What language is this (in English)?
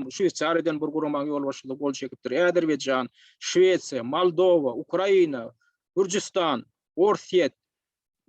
Turkmen